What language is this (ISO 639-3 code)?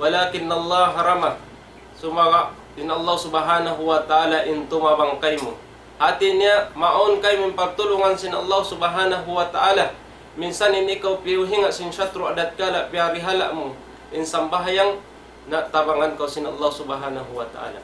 tsg